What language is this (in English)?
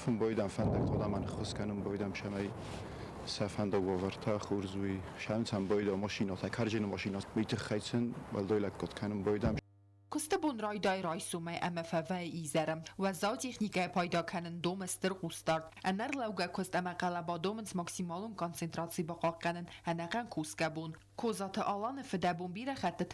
Ossetic